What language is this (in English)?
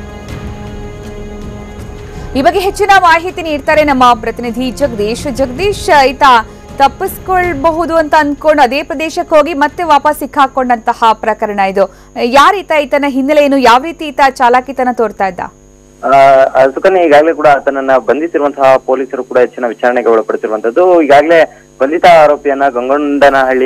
Kannada